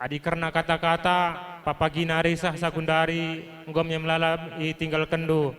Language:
Batak Karo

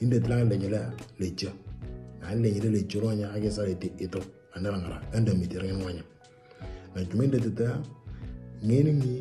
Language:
Moro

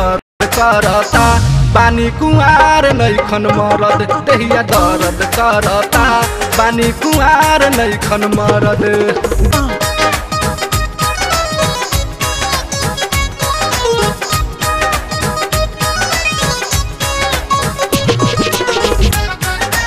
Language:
Bhojpuri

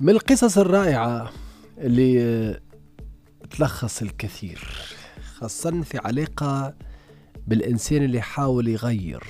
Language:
Tunisian Arabic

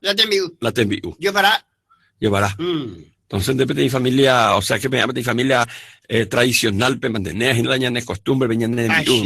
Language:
Guarani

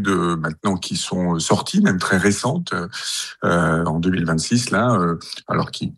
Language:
French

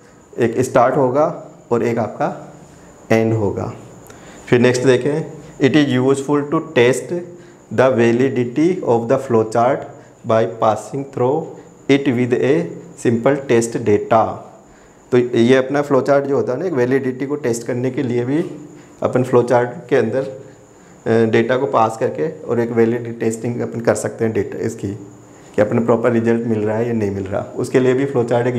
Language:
Hindi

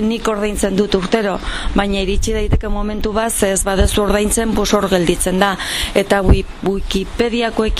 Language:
Basque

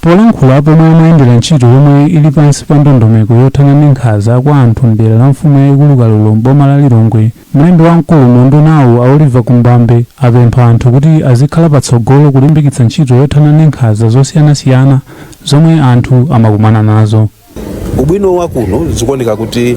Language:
Nyanja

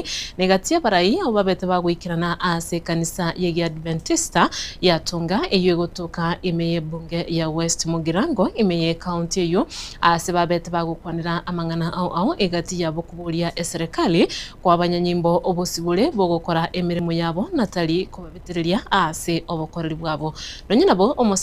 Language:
Gusii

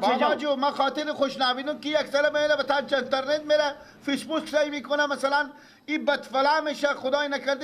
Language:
Persian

